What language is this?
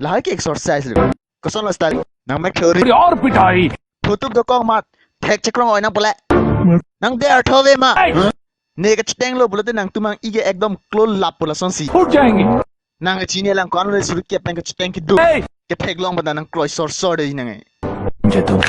Karbi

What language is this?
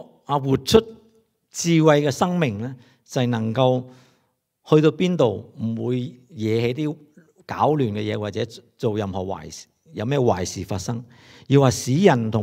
Cantonese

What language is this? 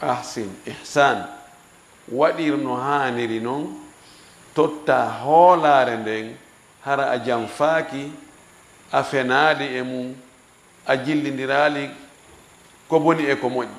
Fula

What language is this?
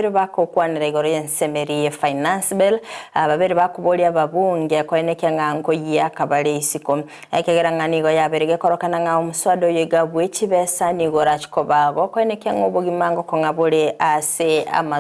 Gusii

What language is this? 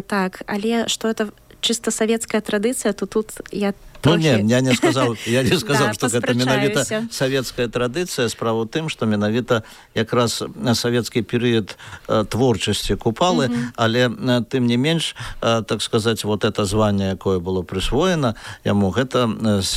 Belarusian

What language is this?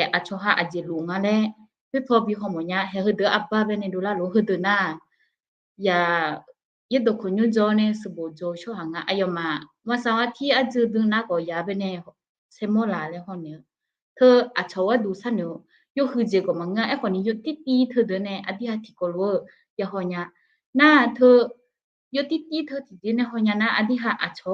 Akha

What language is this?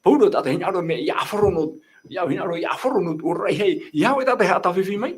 Tahitian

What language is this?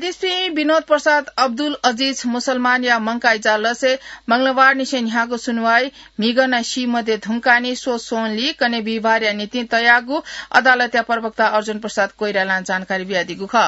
Newari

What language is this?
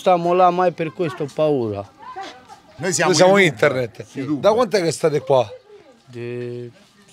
Italian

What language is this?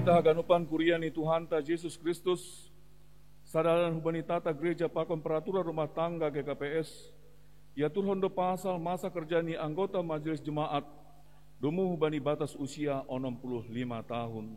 Batak Simalungun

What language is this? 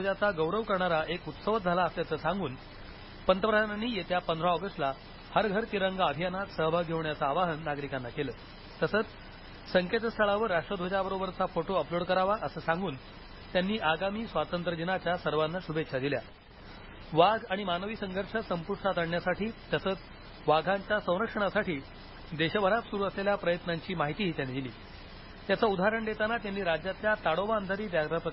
Marathi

